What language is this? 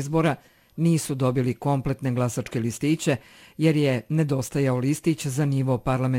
Bosnian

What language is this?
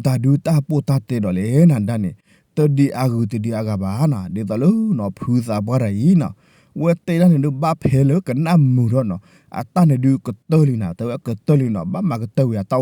S'gaw Karen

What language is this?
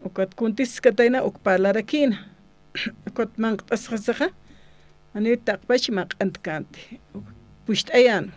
Aymara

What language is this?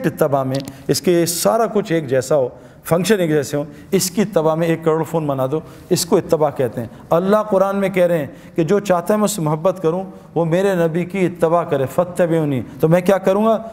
Urdu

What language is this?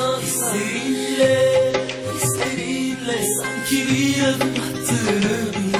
Turkish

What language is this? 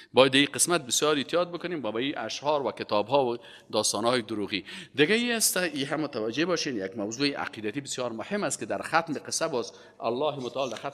Persian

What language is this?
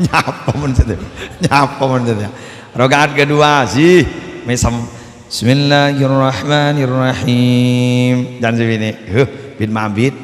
Madurese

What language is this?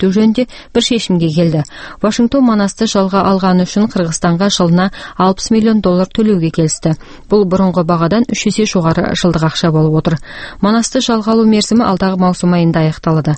Kazakh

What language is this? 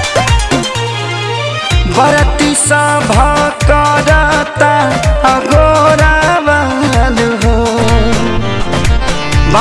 Bhojpuri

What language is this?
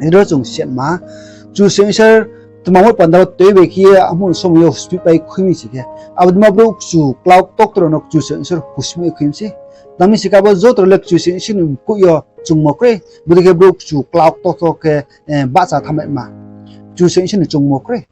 Riang (India)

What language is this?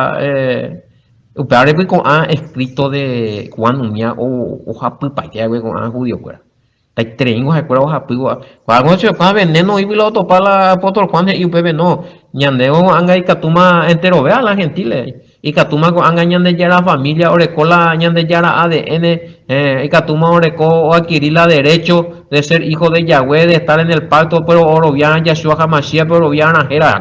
Guarani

